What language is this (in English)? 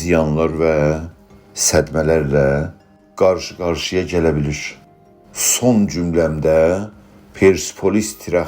South Azerbaijani